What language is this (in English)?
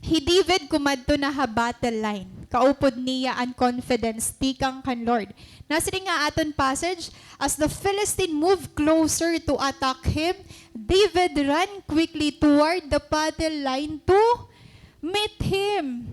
Waray